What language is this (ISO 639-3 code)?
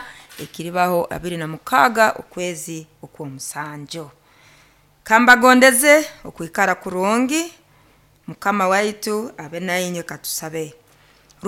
nyo